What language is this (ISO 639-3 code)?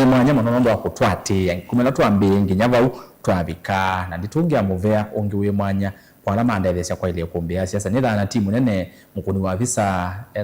kam